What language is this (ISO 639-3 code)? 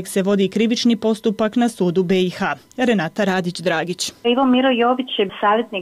bos